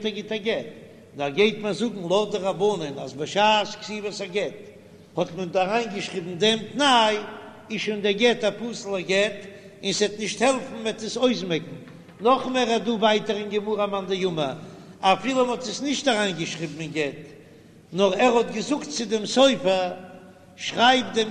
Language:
Yiddish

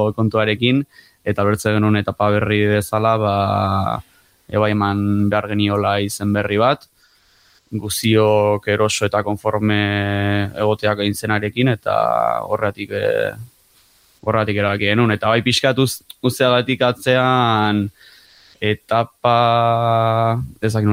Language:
Basque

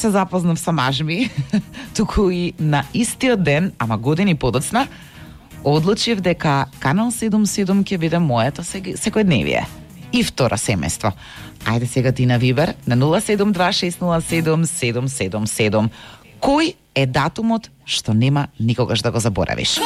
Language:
Macedonian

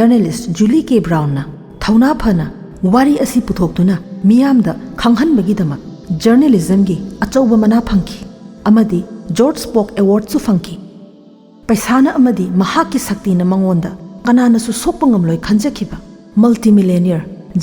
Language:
Manipuri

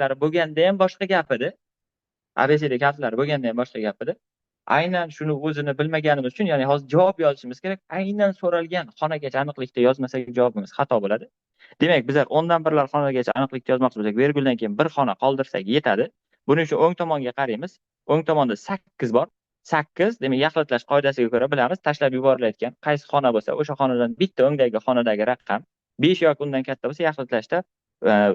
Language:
Uzbek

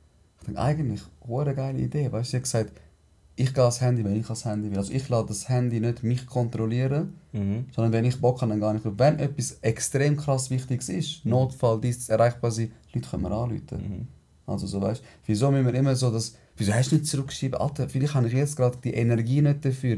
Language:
Swiss German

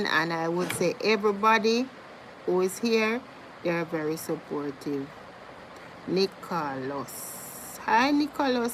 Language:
Jamaican Creole English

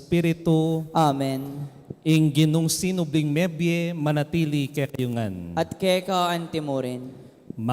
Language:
Pampanga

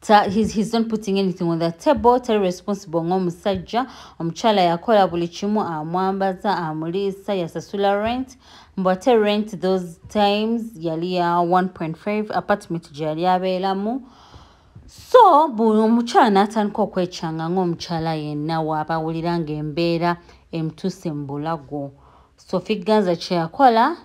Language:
Ganda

